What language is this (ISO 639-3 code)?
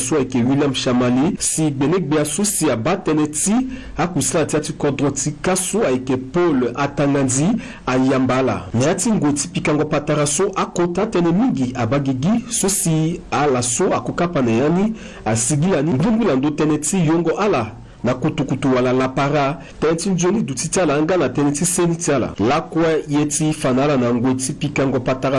sag